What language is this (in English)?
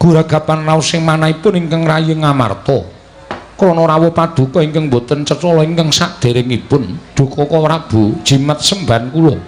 Javanese